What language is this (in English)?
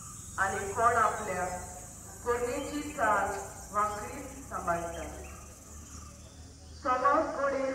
Konkani